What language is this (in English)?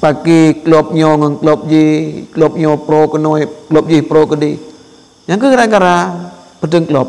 Achinese